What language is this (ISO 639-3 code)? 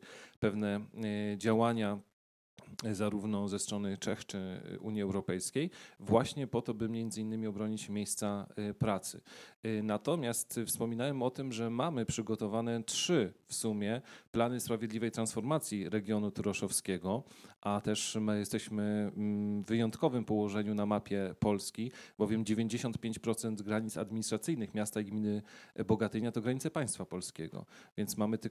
pol